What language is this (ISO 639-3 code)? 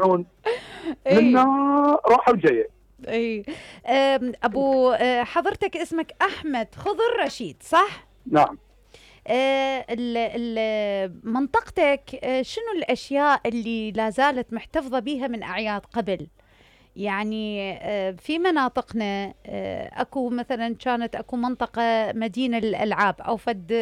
acm